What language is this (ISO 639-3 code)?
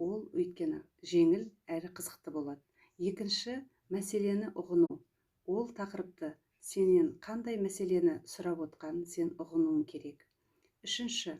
kaz